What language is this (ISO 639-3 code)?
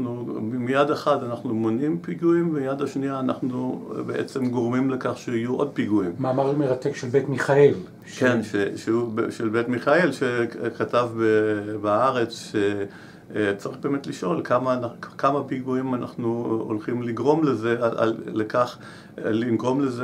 heb